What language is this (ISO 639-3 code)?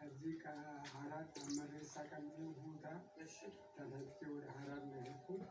amh